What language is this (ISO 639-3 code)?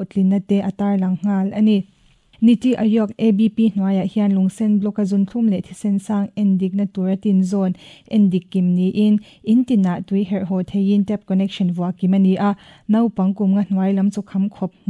lus